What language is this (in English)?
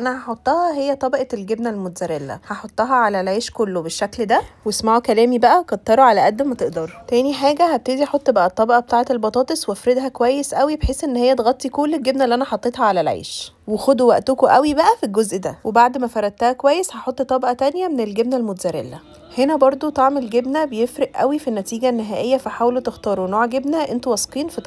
Egyptian Arabic